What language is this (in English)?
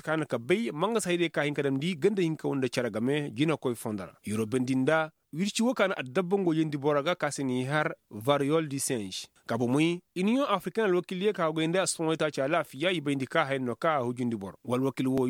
Koyraboro Senni